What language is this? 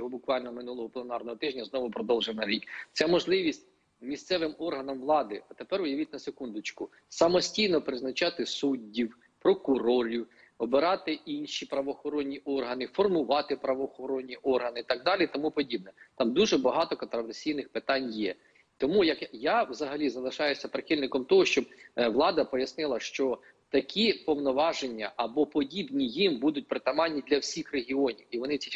Ukrainian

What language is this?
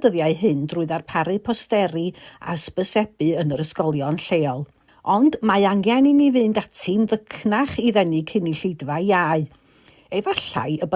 Welsh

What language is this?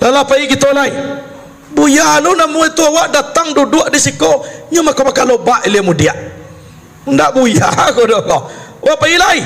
Minangkabau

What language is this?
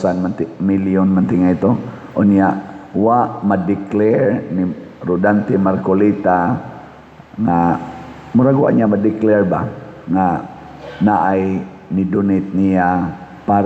Cebuano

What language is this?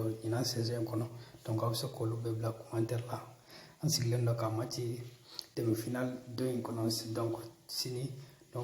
Bambara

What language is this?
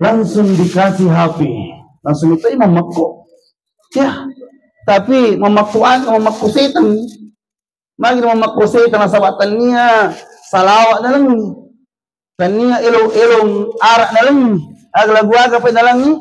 Buginese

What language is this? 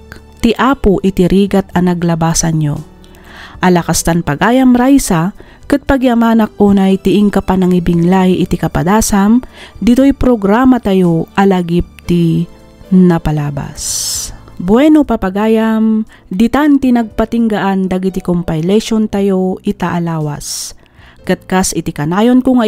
Iloko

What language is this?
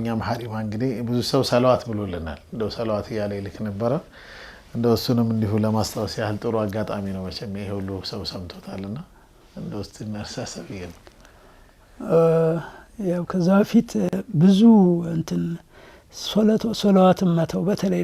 Amharic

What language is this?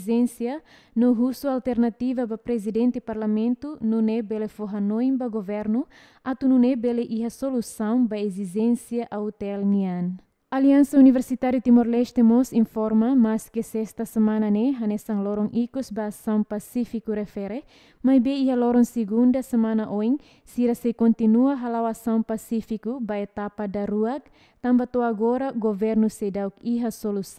Tetum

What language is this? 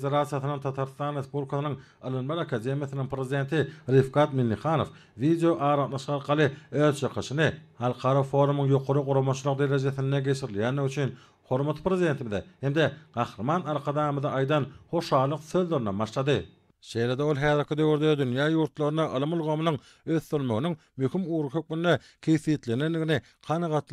Turkmen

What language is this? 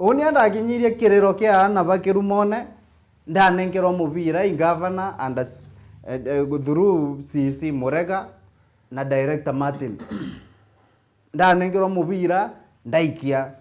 Meru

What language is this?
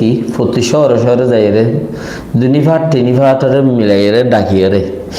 Rohingya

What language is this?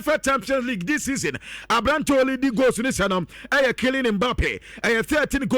Akan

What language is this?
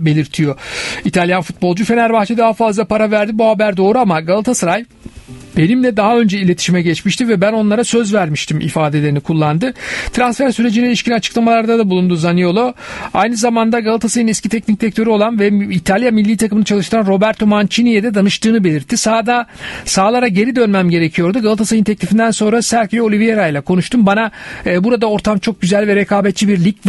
Turkish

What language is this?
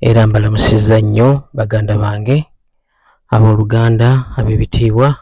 Ganda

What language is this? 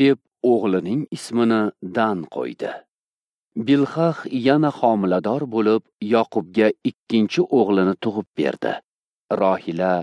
Uzbek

